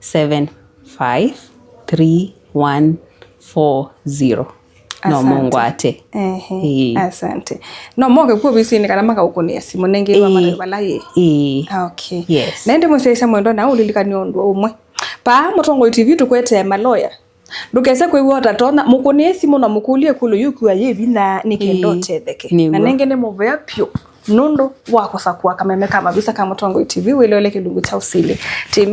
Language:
Kamba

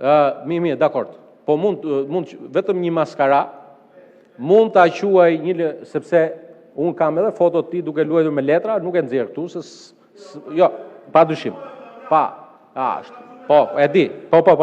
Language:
Albanian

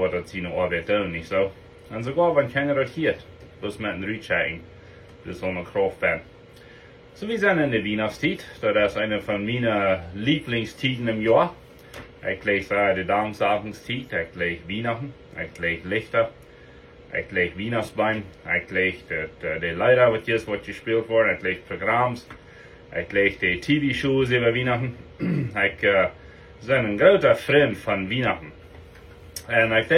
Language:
Plautdietsch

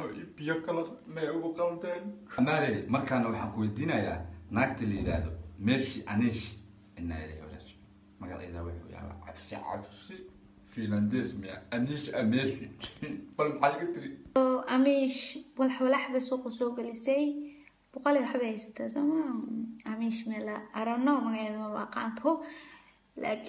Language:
Somali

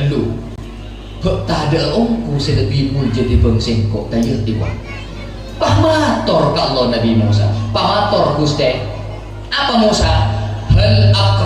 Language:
Madurese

